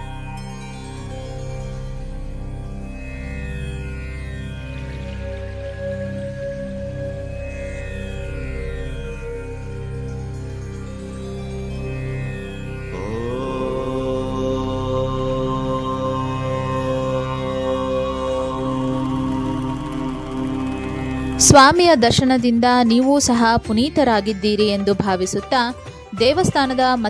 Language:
Kannada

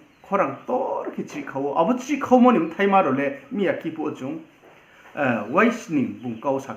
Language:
Riang (India)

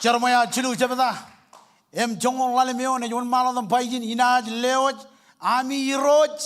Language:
Marshallese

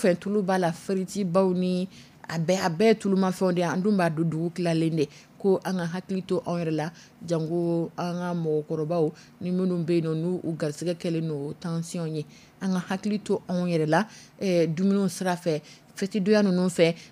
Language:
Dyula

